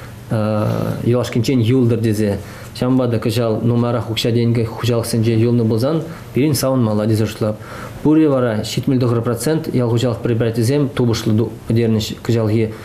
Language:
Chuvash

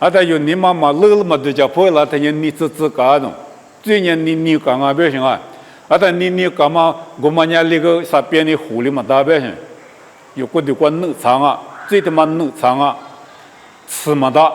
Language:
Lisu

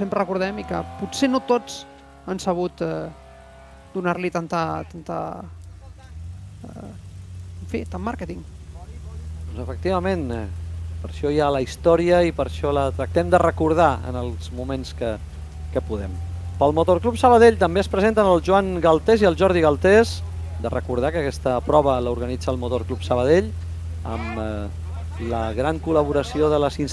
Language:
Catalan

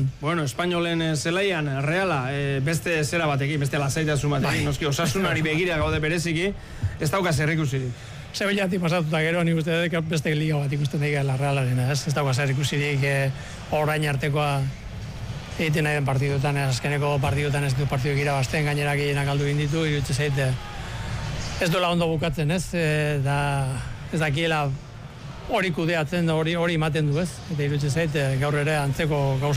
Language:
Basque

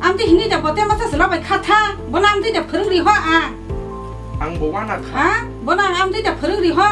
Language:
Kok Borok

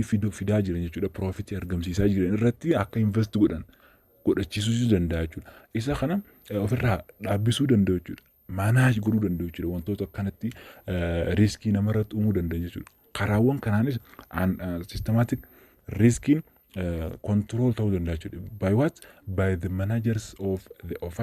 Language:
Oromo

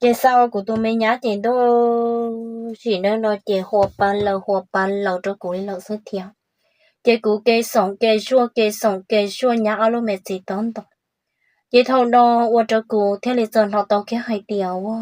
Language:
Hmong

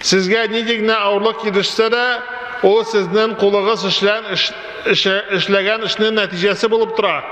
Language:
Tatar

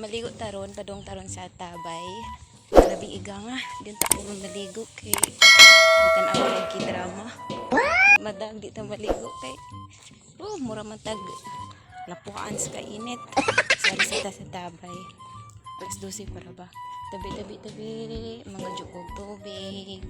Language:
Cebuano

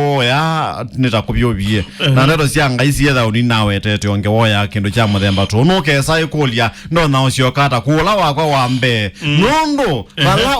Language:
Kamba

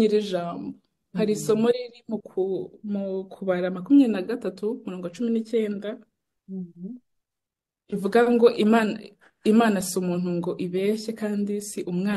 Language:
Kinyarwanda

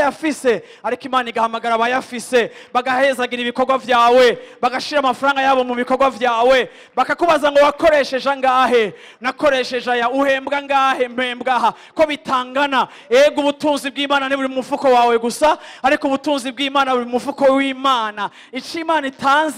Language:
Rundi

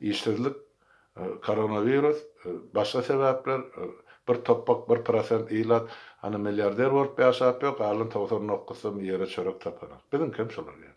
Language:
Turkmen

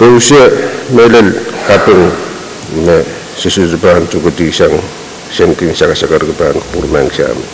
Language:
Pohnpeian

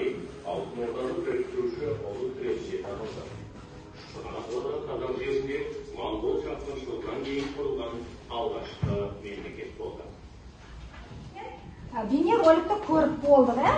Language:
Kazakh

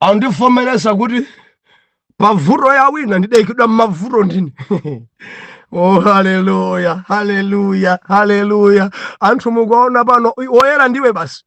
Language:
Nyanja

